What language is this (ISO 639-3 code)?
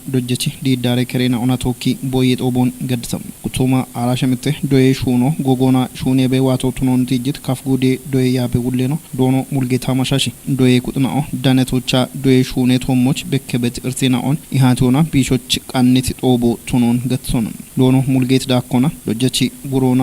kbr